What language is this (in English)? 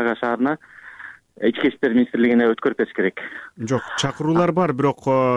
Kyrgyz